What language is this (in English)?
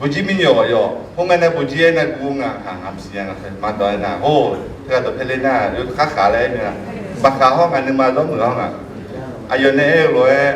Akha